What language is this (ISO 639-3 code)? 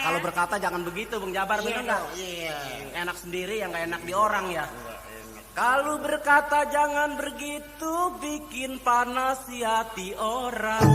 bew